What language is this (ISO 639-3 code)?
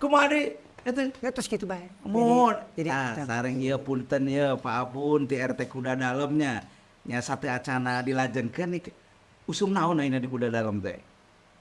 sun